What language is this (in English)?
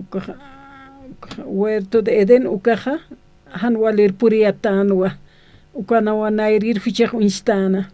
Aymara